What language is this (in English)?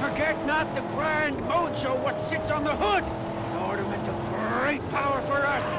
Bavarian